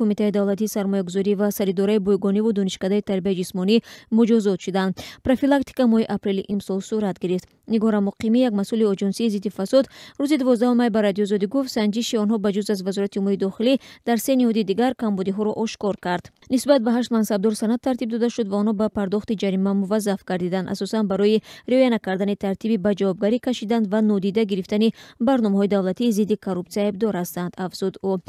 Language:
Tajik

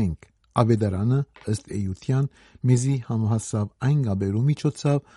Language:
Armenian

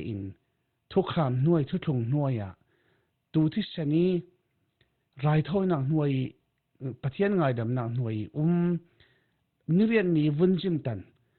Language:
Falam Chin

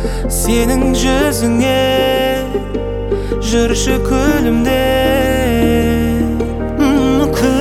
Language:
Kazakh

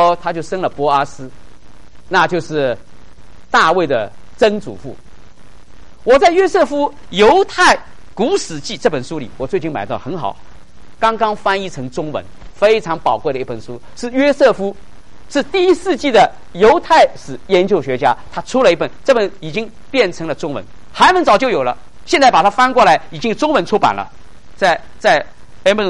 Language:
Chinese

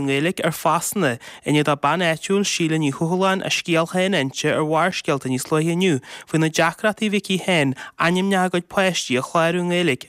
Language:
Irish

